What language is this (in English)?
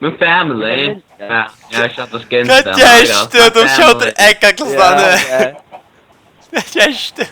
Faroese